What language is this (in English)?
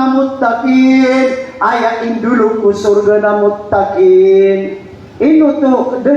Maranao